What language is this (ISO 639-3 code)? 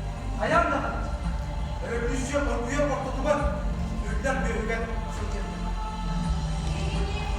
sah